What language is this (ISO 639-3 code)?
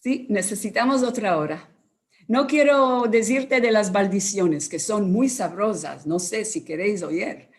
lad